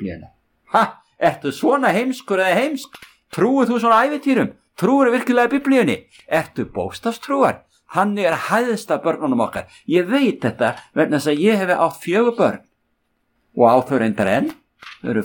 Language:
Icelandic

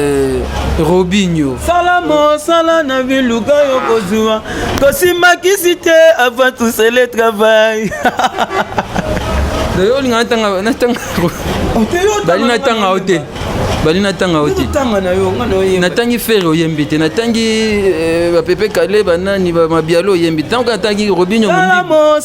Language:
Lingala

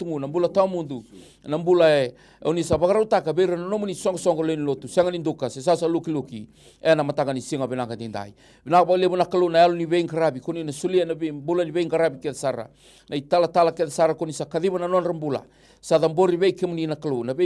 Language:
Fijian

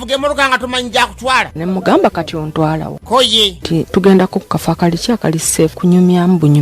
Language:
Ganda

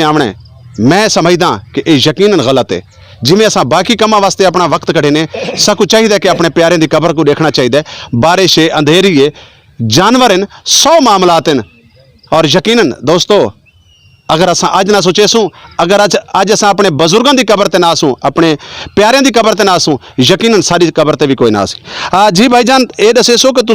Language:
Saraiki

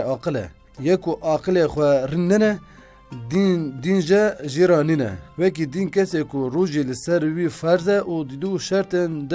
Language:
Kurdish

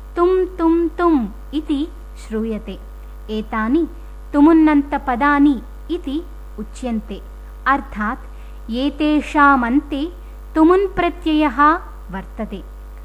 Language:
Sanskrit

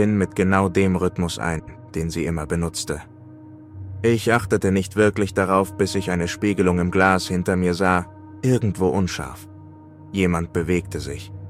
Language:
German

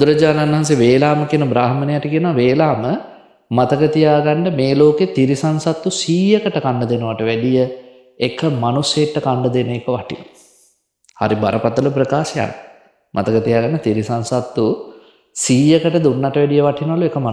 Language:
Sinhala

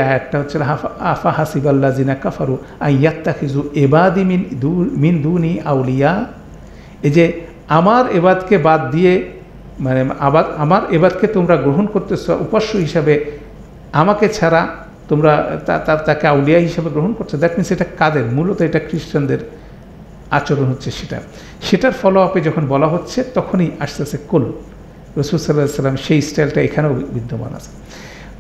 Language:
Bangla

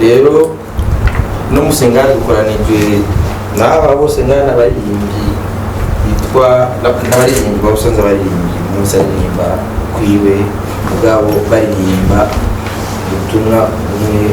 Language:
Rundi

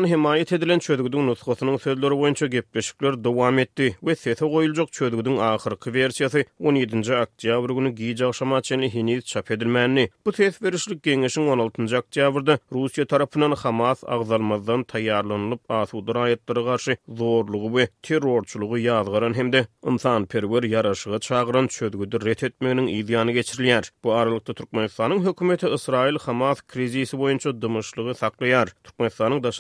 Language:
Turkmen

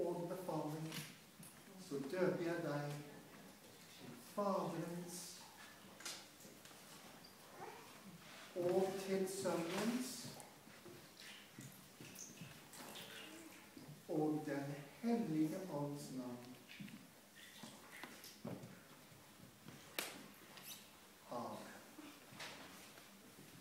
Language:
Norwegian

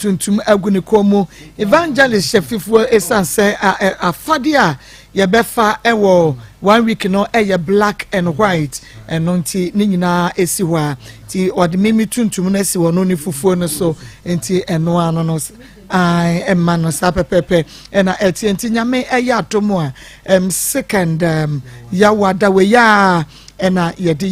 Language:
Akan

